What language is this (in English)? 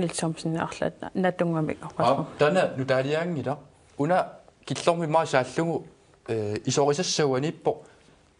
Kalaallisut